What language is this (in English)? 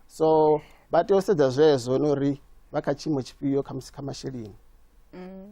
Venda